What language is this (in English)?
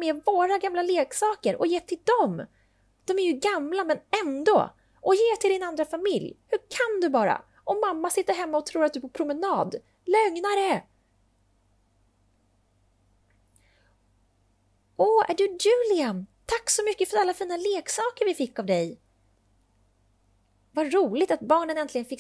Swedish